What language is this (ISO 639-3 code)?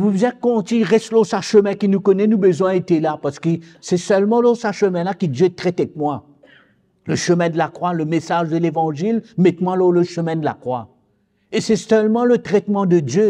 mfe